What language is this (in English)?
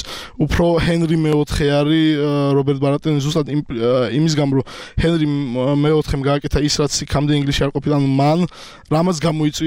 Georgian